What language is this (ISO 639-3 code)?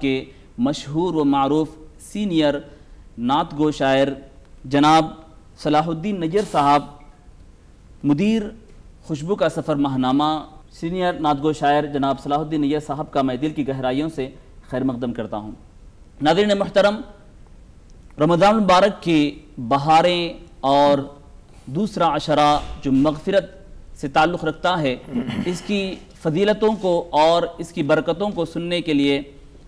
urd